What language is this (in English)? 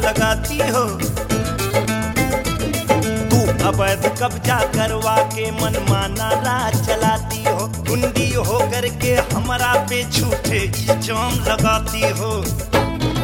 Bhojpuri